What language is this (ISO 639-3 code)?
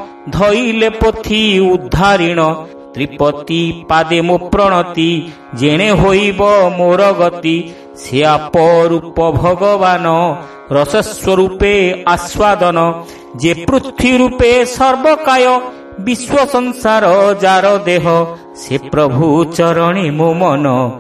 ori